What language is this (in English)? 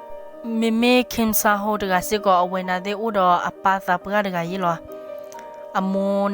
S'gaw Karen